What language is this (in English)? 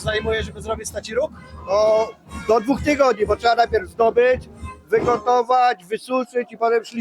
Kashubian